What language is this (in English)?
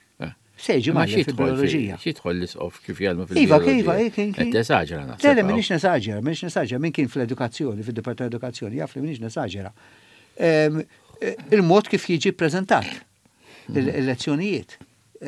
Maltese